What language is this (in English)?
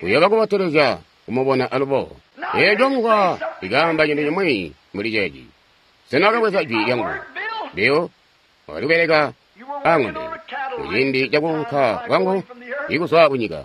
Tonga (Zambia)